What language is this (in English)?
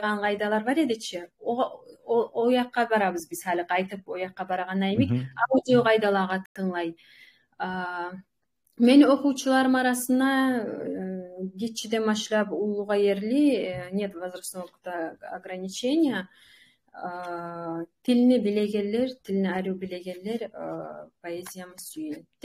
Kumyk